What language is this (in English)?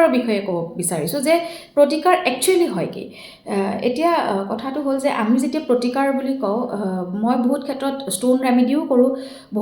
Assamese